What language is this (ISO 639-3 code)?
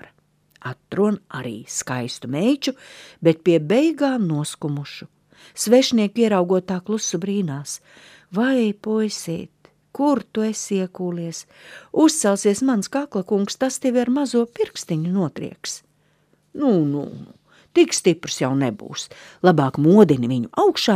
lav